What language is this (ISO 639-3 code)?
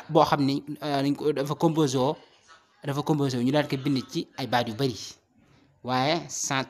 wol